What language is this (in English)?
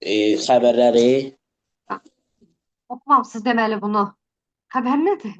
Azerbaijani